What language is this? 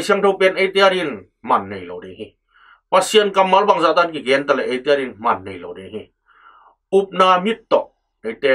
Tedim Chin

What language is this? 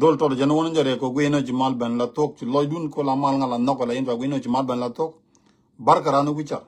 Nuer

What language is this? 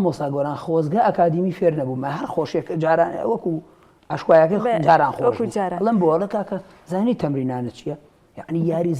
Central Kurdish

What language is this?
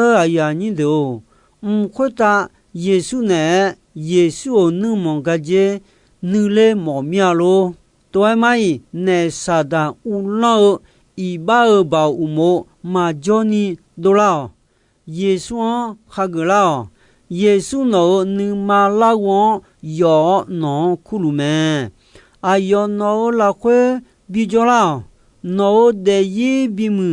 Akha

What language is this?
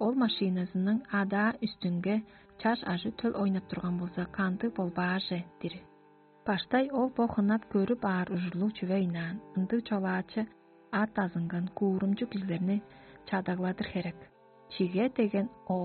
Tuvinian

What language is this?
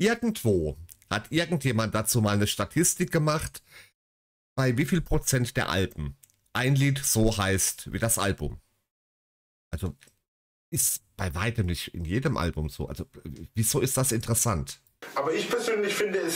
German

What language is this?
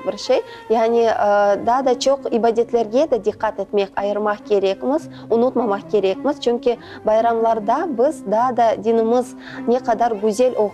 Crimean Tatar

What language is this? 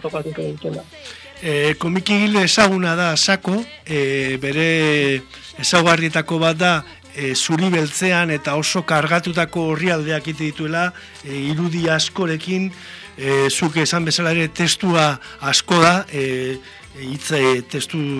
Basque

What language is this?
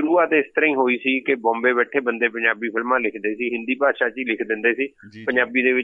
Punjabi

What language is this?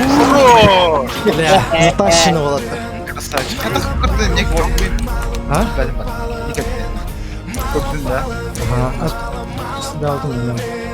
Yakut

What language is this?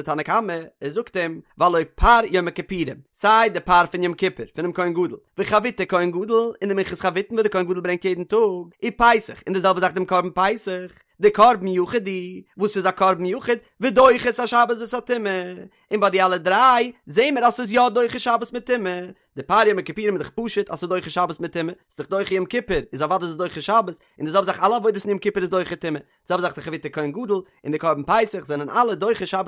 Yiddish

